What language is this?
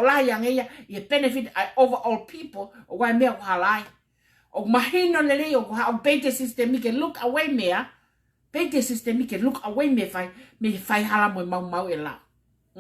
Tongan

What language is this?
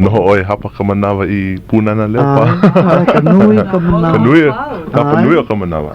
Hawaiian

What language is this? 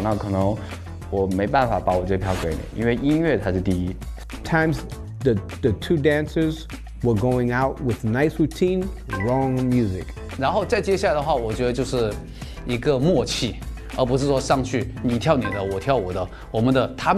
Chinese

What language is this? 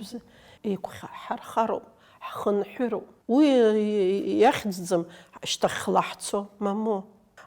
Abkhazian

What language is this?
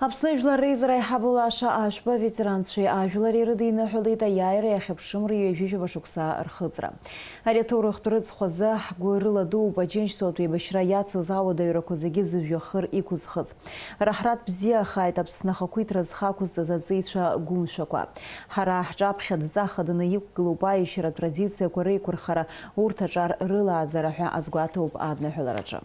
Abkhazian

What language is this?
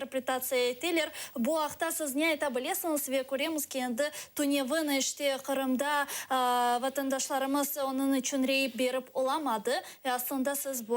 Crimean Tatar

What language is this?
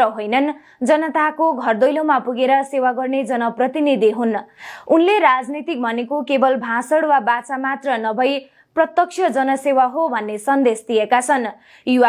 Nepali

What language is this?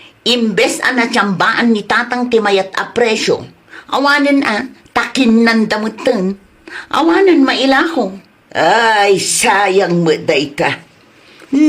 Iloko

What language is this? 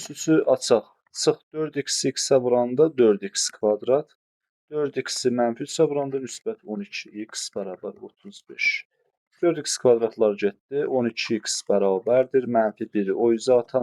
Azerbaijani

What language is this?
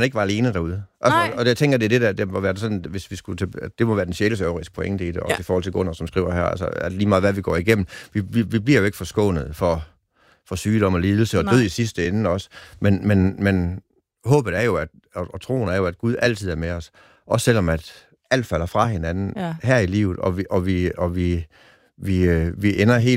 Danish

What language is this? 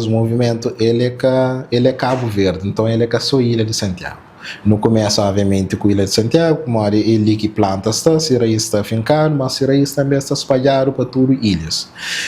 Kabuverdianu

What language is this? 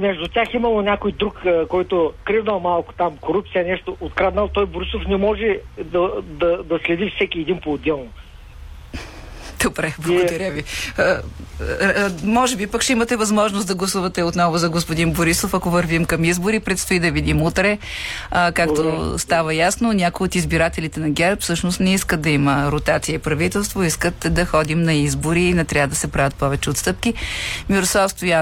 Bulgarian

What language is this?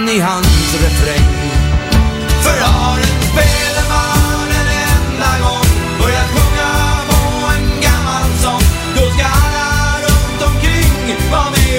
Swedish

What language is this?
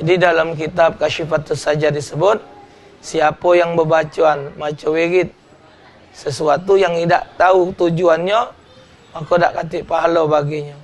Musi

